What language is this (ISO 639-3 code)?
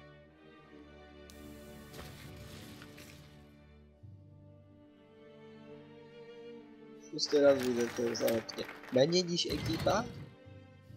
pol